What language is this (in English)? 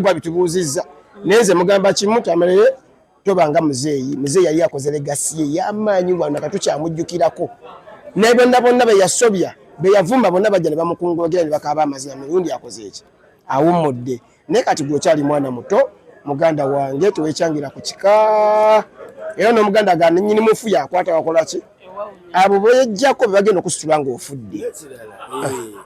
Ganda